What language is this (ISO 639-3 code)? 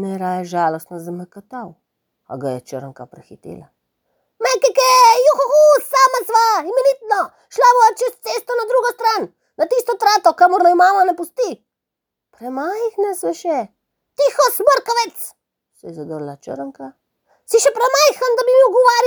slv